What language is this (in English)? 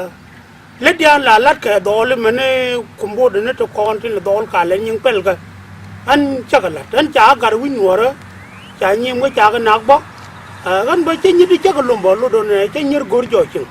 Nuer